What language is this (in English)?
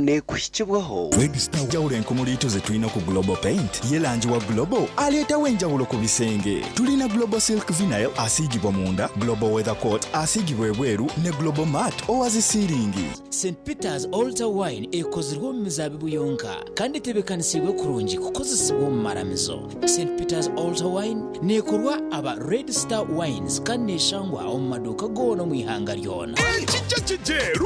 Nyankole